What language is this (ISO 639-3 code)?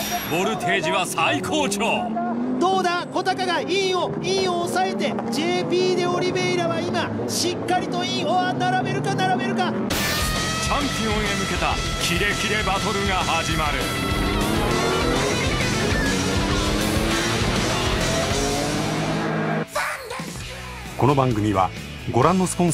jpn